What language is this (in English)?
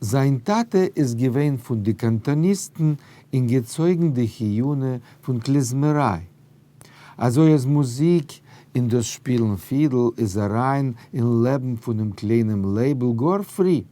Yiddish